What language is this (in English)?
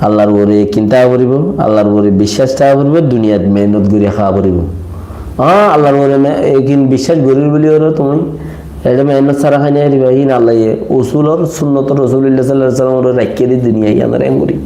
Rohingya